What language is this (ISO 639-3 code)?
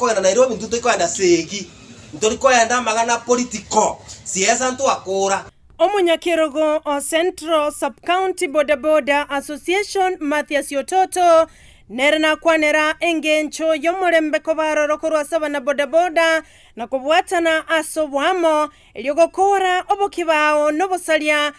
guz